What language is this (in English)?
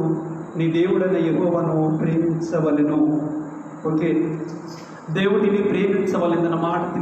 Koya